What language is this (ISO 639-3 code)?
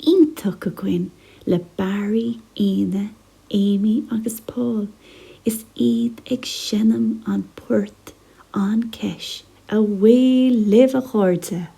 gle